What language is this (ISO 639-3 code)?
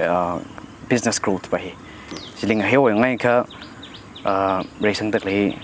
nmf